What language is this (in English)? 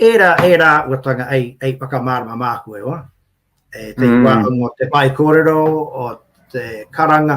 Māori